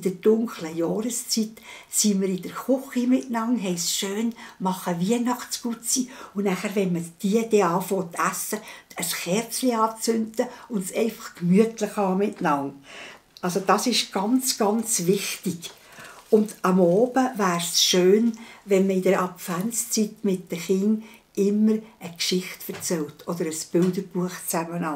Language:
Swiss German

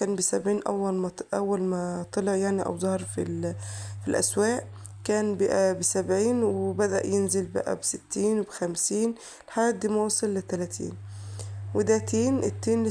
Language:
Egyptian Arabic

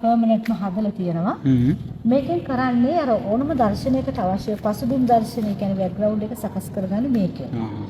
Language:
Sinhala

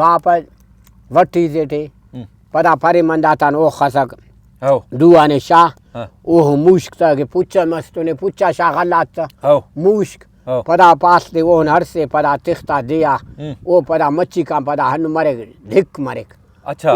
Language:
Brahui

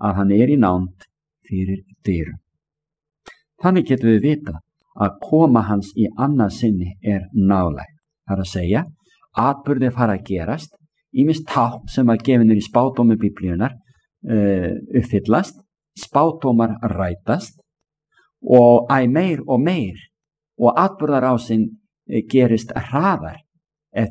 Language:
Icelandic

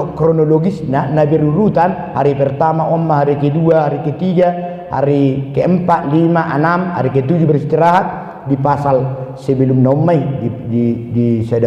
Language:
Batak Toba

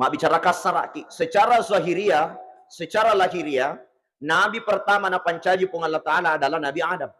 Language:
Buginese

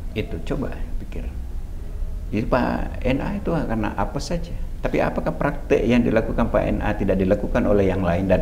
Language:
Indonesian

